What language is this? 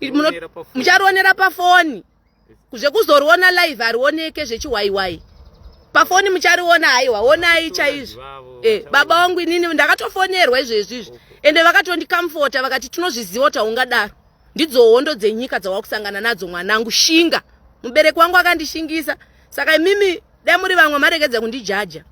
Shona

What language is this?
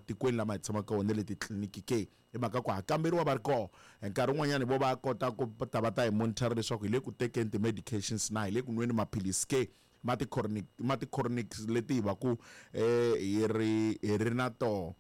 Tsonga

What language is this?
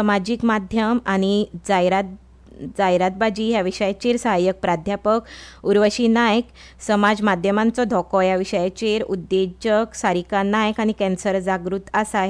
Konkani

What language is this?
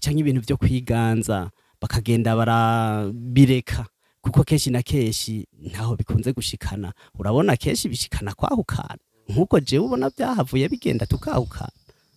Rundi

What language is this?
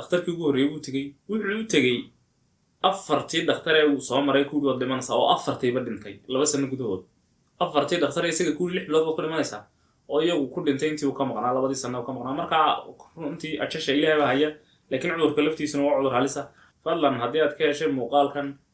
Somali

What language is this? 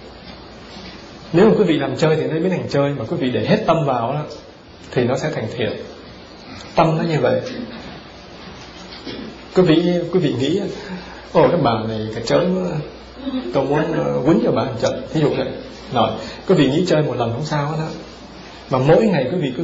Vietnamese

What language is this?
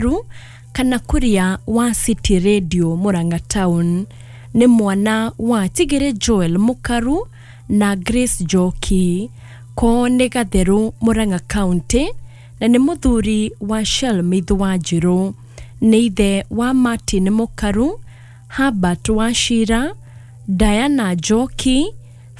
Kikuyu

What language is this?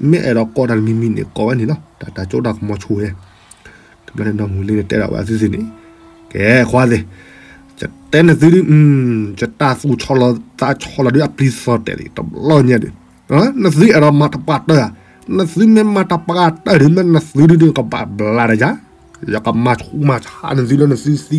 S'gaw Karen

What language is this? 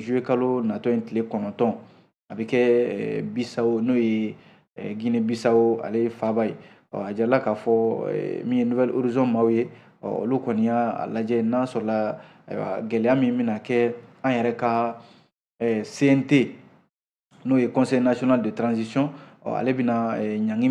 Bambara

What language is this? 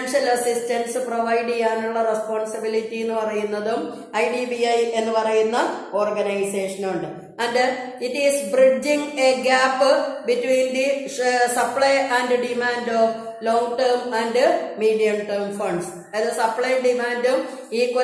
Malayalam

